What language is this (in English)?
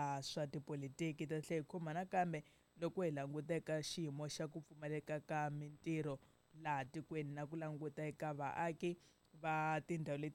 Tsonga